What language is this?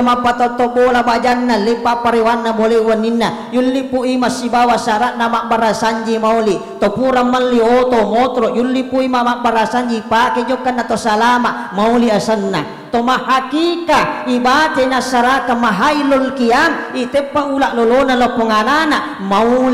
Buginese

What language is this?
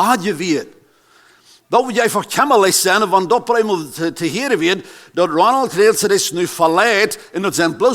Plautdietsch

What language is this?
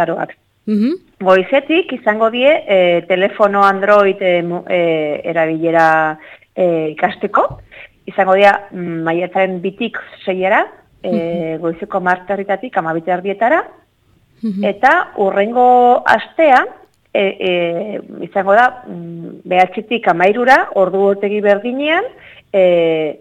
Basque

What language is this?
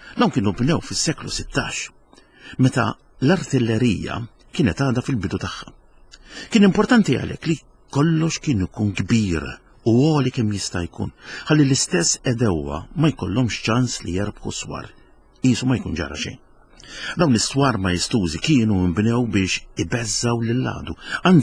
Maltese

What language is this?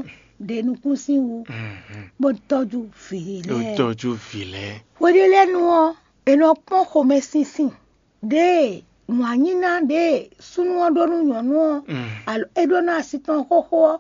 Fon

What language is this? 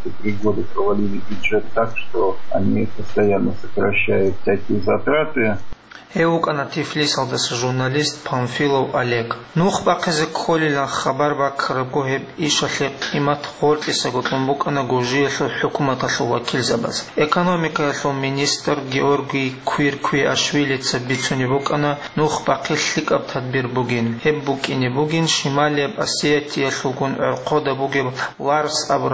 Avaric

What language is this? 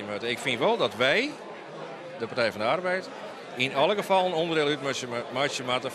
Western Frisian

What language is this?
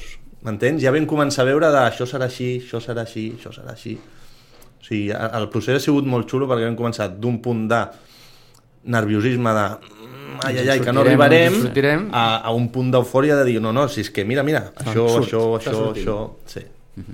Catalan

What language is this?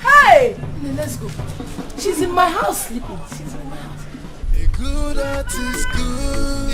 Nigerian Pidgin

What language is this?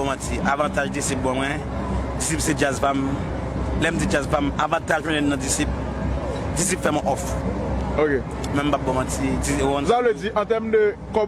Haitian Creole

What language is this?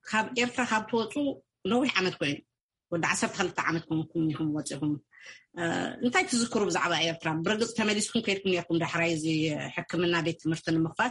Tigrinya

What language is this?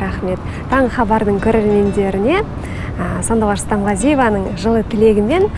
Kazakh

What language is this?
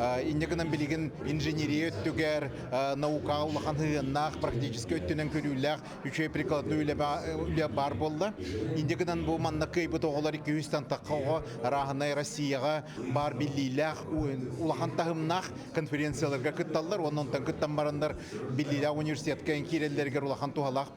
Yakut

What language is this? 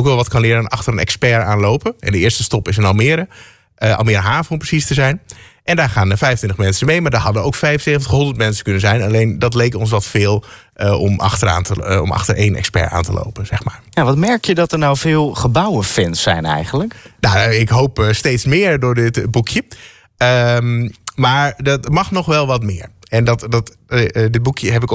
Dutch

